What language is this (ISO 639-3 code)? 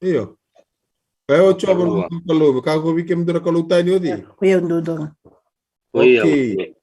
fij